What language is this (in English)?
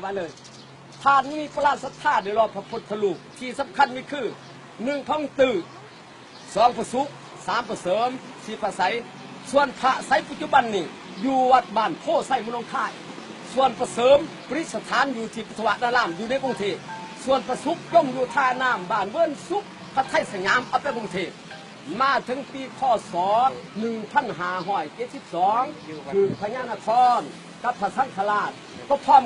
Lao